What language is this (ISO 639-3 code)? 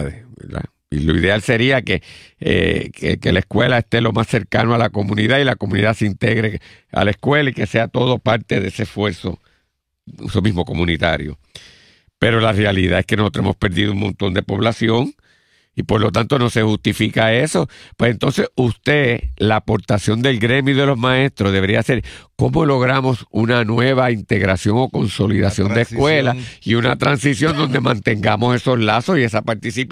spa